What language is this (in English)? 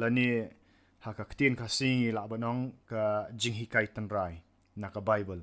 Khasi